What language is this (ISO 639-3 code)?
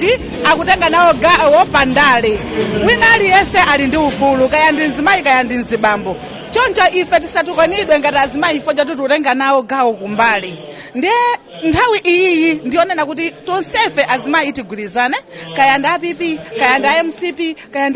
nya